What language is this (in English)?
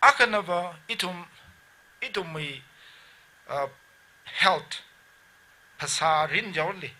Tangkhul Naga (India)